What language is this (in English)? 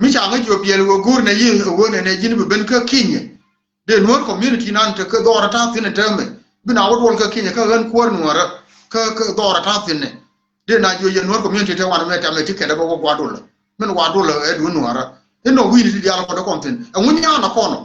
Nuer